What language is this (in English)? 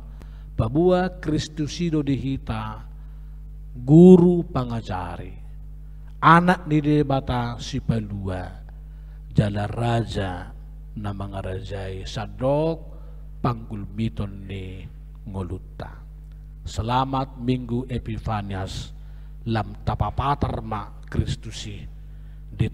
Batak Toba